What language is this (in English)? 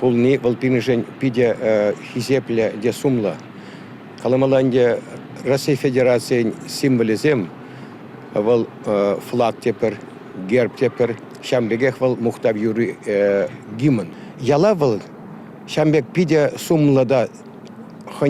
Chuvash